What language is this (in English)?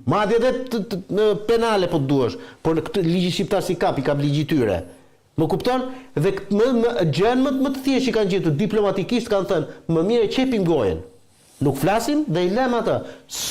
Albanian